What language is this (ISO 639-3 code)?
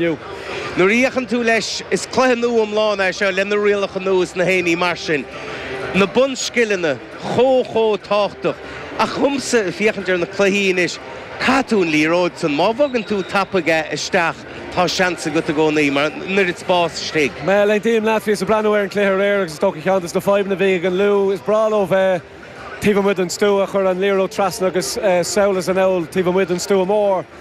gle